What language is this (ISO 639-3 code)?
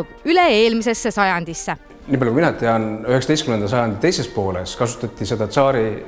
est